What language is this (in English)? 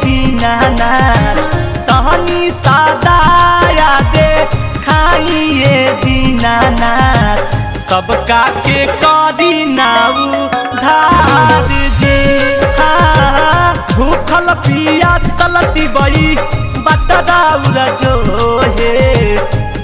Magahi